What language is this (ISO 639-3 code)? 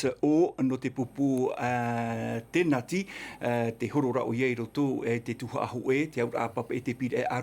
tah